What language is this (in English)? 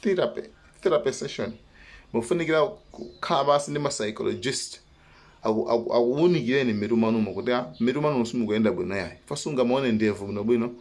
Nyanja